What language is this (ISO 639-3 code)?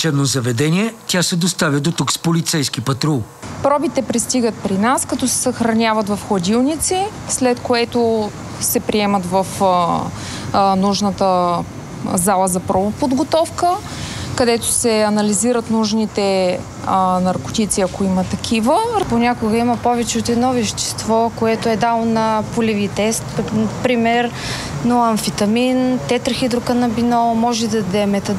bul